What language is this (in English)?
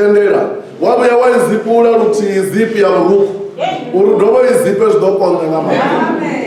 Venda